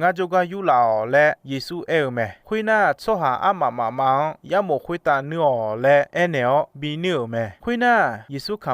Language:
Akha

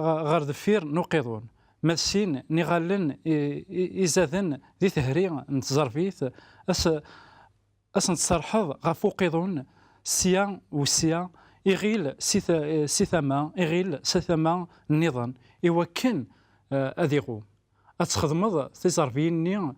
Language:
Kabyle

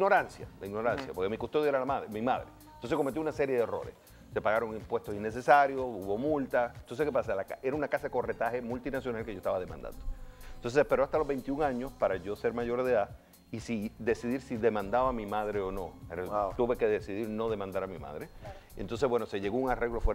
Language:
Spanish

